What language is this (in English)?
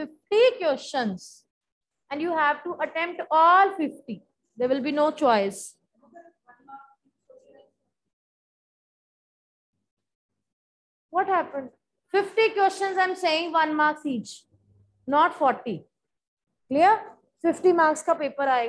English